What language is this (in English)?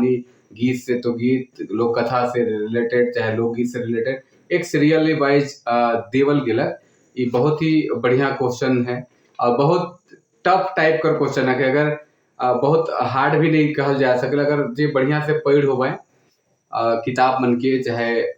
Sadri